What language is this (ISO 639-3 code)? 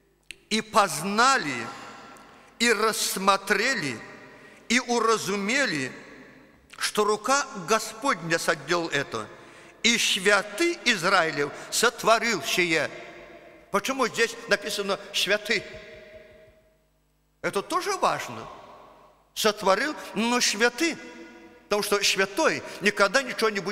rus